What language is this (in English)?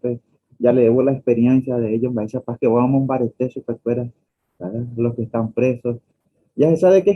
Guarani